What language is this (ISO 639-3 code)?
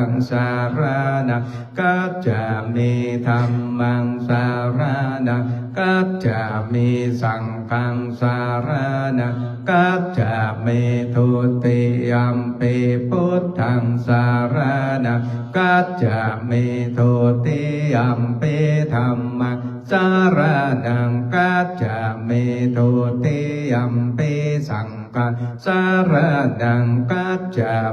pli